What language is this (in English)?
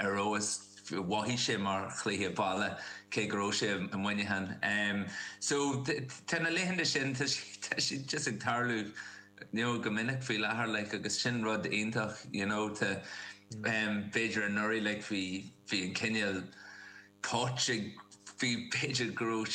Irish